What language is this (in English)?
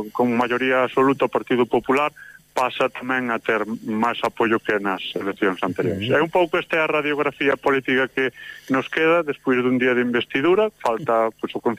Galician